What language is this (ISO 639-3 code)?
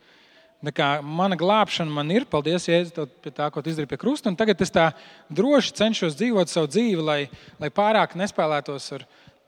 lav